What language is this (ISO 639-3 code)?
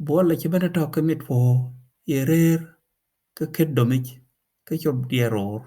din